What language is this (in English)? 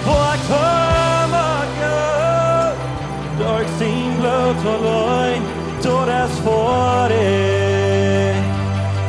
Plautdietsch